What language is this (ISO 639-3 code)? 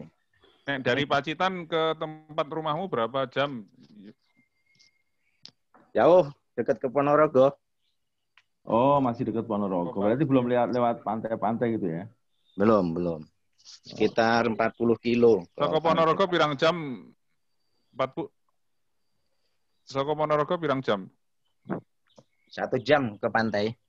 ind